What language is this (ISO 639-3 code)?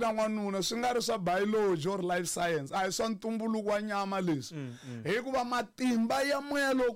tso